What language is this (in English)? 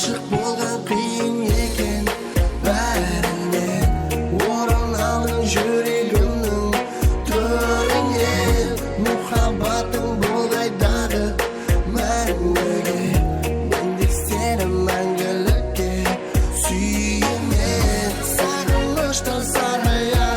Kara-Kalpak